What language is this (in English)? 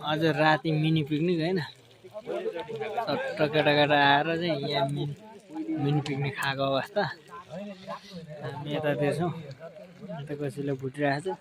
Nepali